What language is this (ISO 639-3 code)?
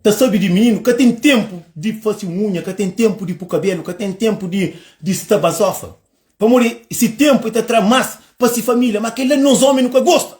kea